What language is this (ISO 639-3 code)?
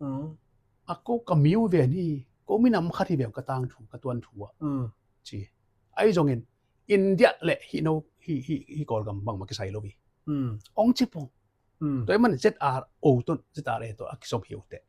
ctd